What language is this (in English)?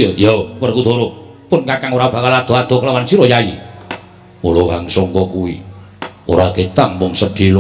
Javanese